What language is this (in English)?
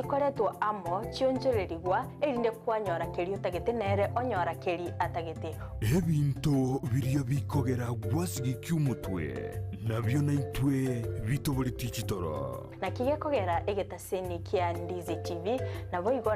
Gusii